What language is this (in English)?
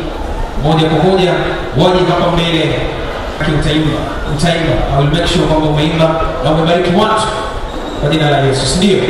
Swahili